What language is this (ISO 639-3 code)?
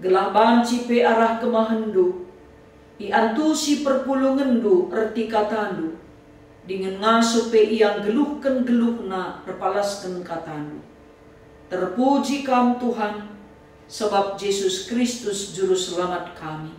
btx